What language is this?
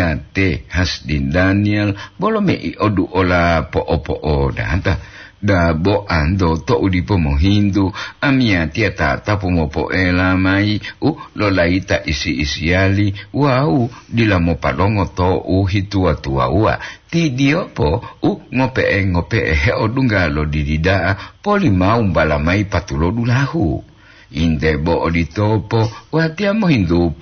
Gorontalo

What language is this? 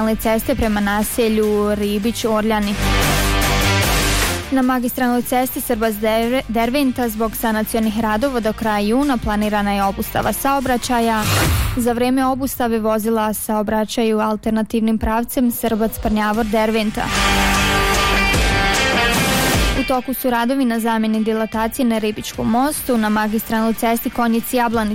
Bosnian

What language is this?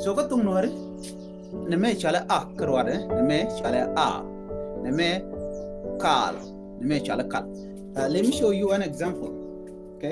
Nuer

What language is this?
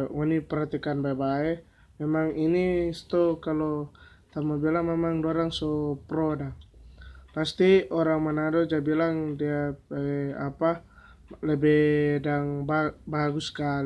Manado Malay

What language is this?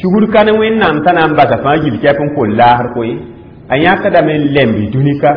Mossi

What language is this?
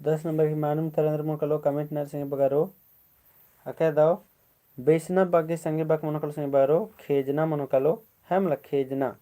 Kurukh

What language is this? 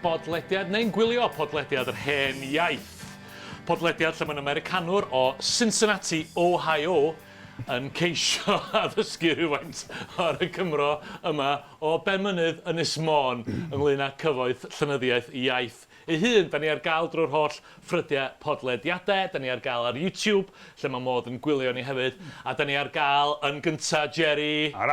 Welsh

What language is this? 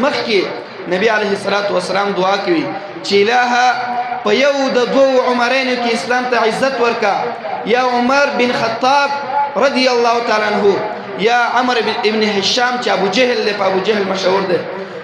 Pashto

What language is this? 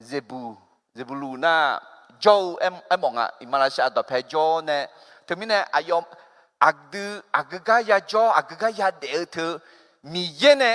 Akha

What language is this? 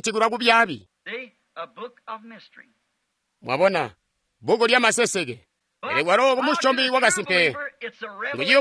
Tonga (Zambia)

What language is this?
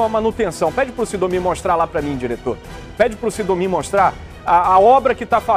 Portuguese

